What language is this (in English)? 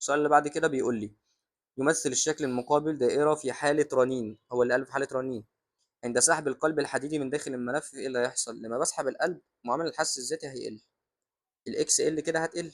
Egyptian Arabic